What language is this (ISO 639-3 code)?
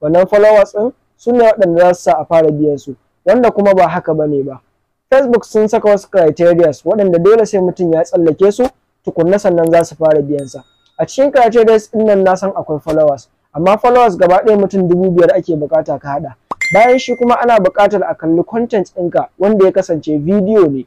hau